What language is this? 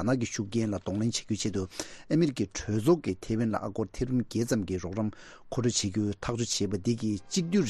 Tibetan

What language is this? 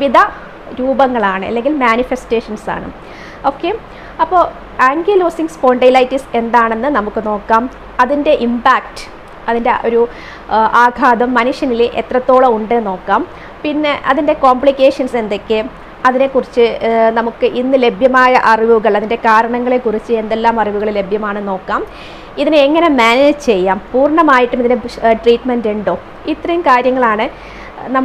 Malayalam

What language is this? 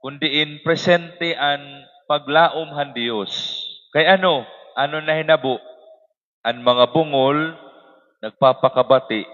Waray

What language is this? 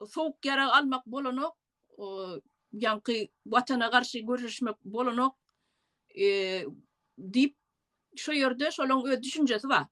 Turkmen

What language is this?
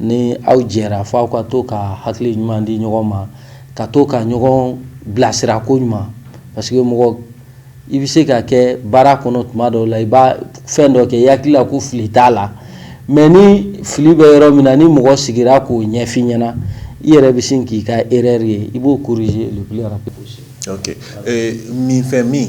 Bambara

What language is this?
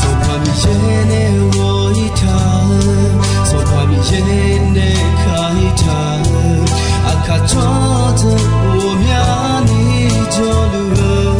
Akha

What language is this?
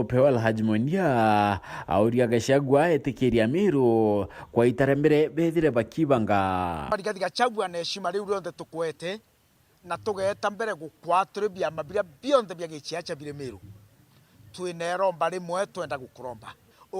Meru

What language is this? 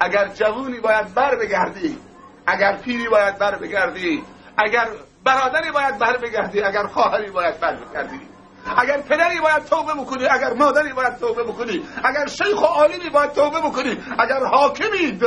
Persian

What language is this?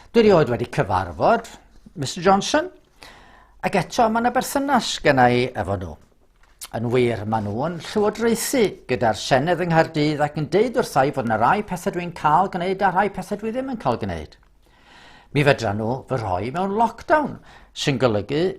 Welsh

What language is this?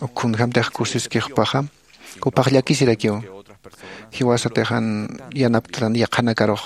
Aymara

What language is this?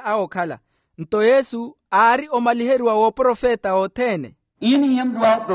Makhuwa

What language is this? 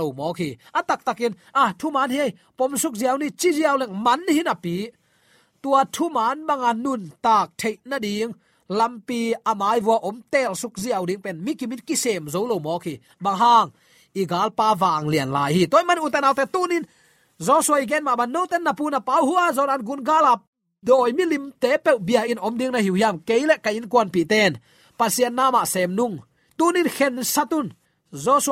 Tedim Chin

